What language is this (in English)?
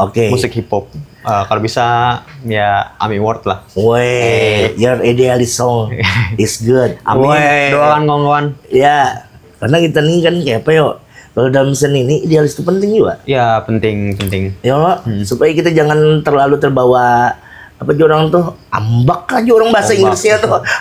Banjar